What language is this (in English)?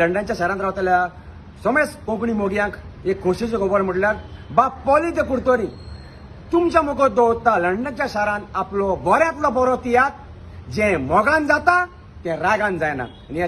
Konkani